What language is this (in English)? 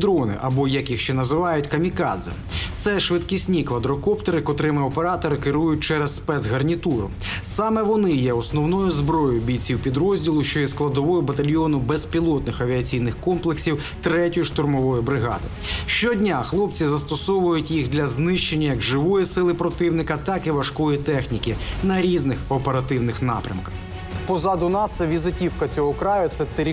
Ukrainian